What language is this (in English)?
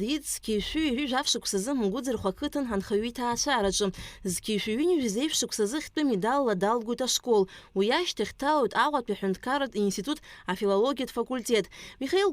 Abkhazian